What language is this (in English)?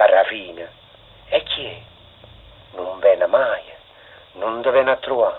Neapolitan